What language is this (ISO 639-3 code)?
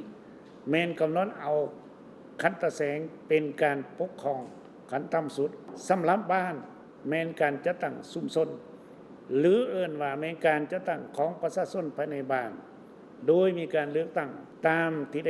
lao